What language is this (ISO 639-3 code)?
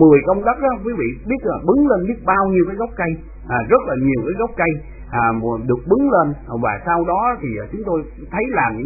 vie